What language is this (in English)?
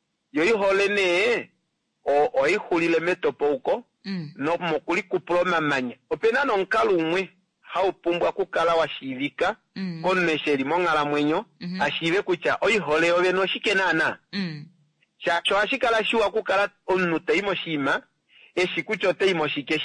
Kuanyama